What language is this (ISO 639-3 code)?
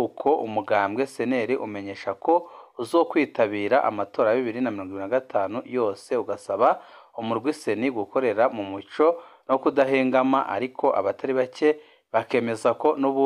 run